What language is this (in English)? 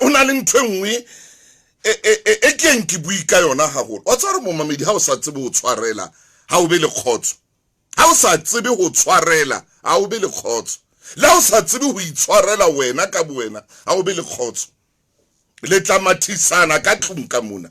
Southern Sotho